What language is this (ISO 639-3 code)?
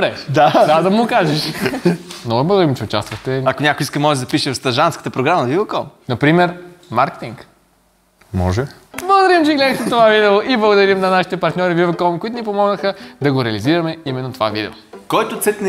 bul